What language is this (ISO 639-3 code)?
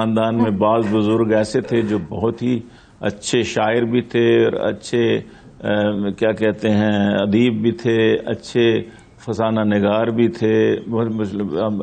urd